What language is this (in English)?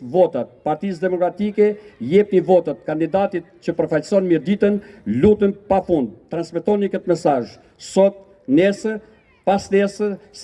Albanian